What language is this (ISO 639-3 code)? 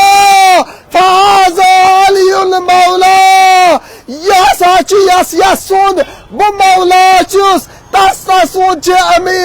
kas